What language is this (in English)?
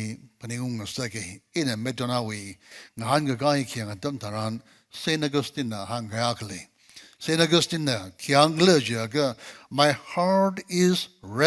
Tangkhul Naga (India)